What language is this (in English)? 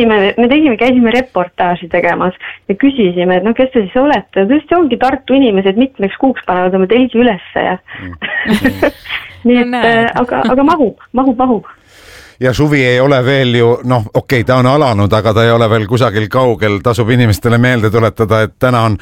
Estonian